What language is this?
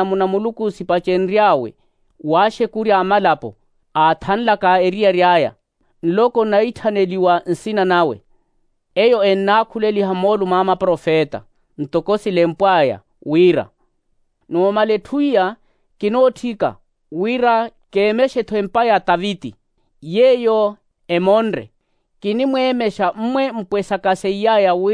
Makhuwa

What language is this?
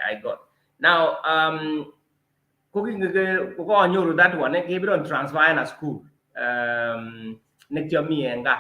Kalenjin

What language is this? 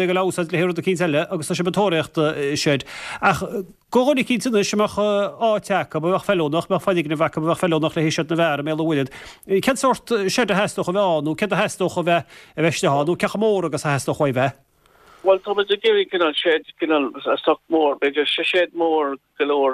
Irish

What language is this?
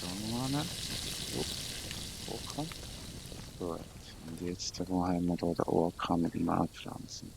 Swiss German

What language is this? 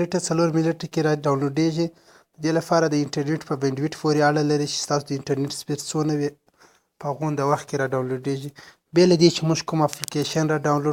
Pashto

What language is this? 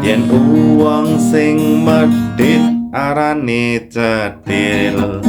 Javanese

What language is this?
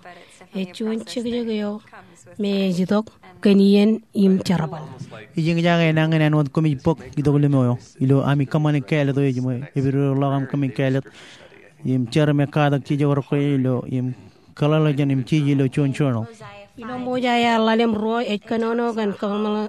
Marshallese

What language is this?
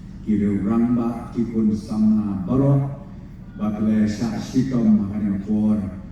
Khasi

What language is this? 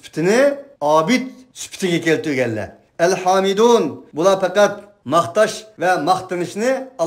Uyghur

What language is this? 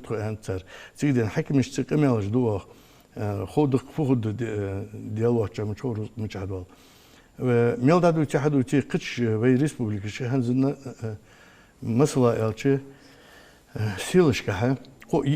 Ingush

